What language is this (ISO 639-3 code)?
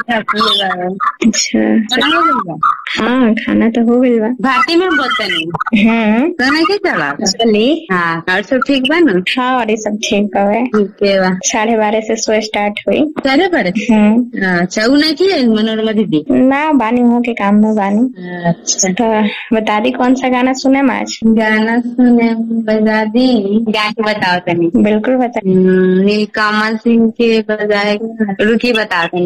bho